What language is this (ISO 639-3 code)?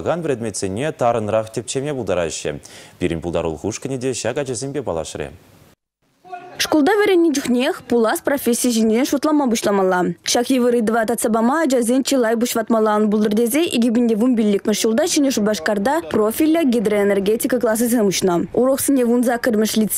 chv